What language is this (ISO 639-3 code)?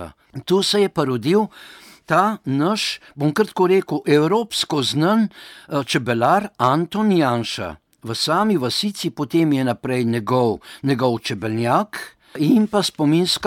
slv